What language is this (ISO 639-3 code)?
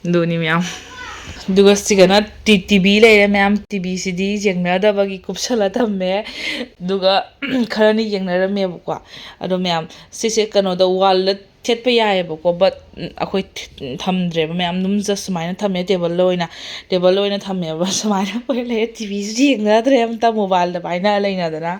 mni